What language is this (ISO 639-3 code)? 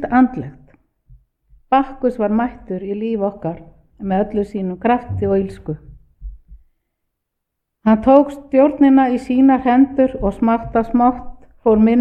isl